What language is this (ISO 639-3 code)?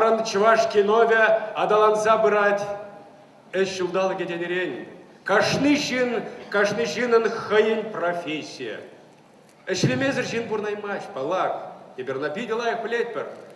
chv